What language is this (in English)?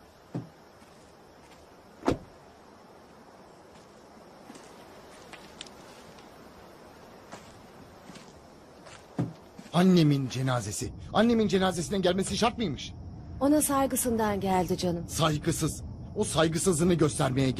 Turkish